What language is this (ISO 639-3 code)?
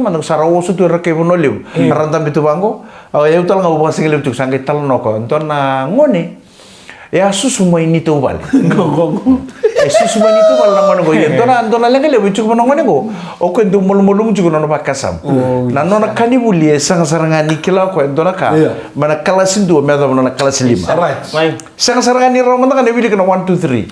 fij